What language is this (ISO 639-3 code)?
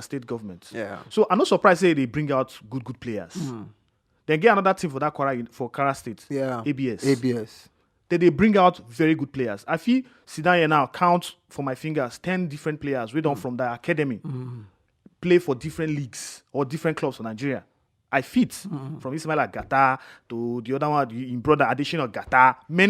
pcm